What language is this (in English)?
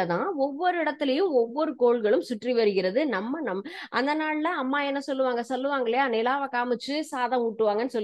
Tamil